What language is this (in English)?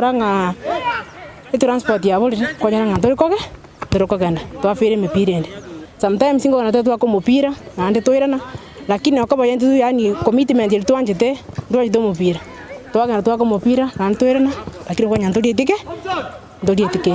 Gusii